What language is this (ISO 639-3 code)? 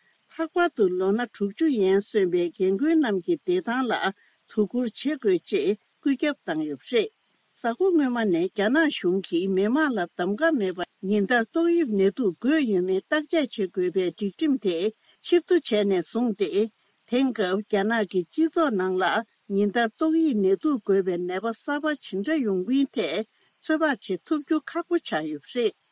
bod